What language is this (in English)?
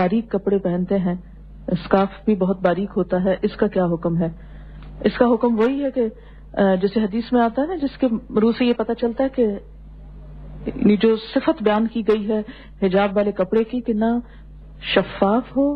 Urdu